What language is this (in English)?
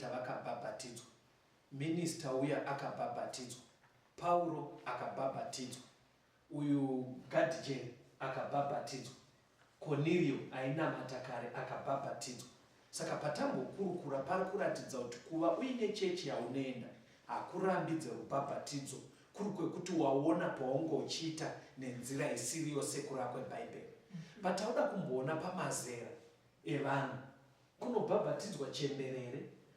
Shona